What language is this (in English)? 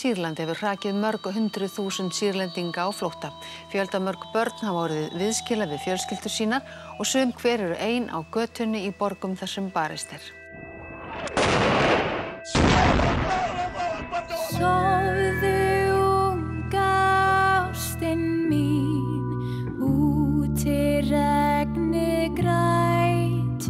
Icelandic